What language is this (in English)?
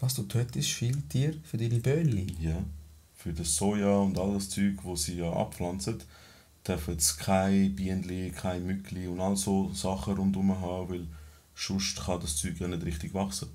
Swiss German